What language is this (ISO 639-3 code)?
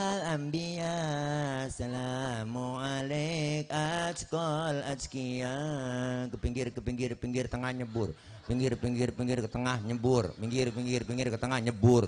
bew